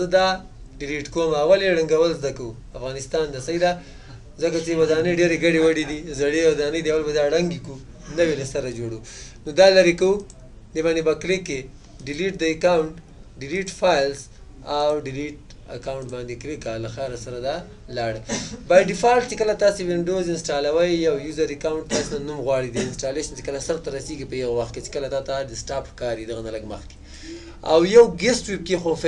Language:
Pashto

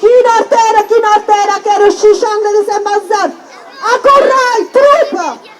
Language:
Occitan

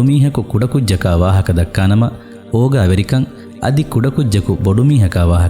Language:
Divehi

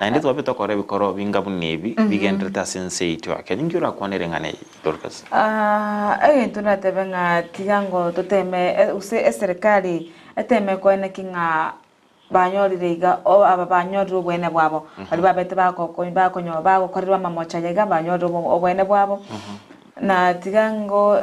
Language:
Gusii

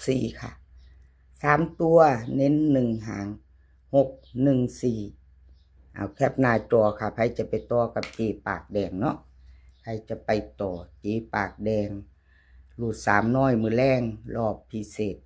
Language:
Northeastern Thai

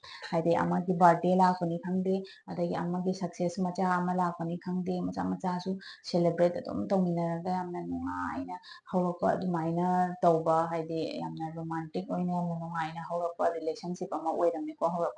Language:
Manipuri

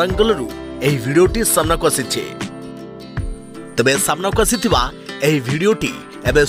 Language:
Odia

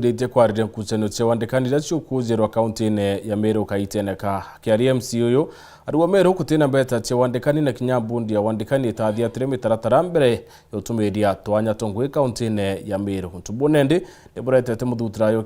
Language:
Meru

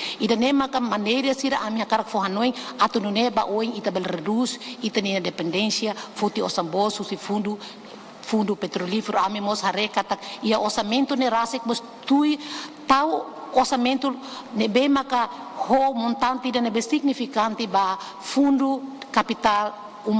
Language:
Tetum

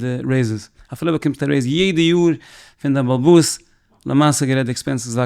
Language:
Yiddish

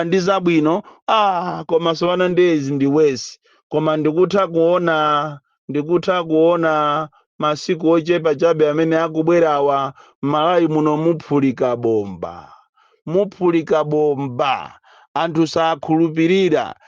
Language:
Nyanja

